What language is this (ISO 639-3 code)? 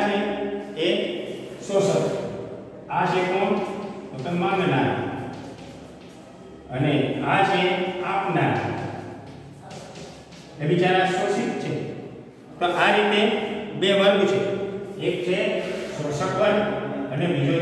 guj